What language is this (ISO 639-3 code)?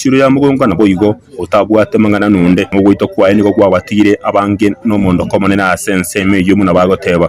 guz